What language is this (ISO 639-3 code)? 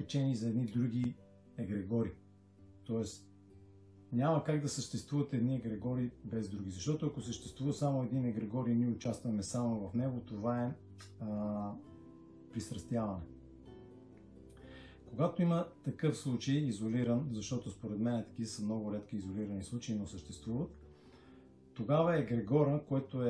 bul